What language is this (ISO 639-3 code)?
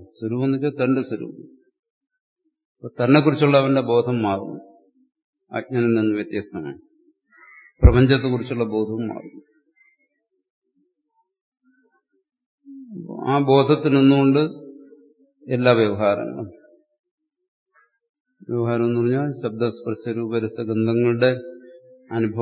mal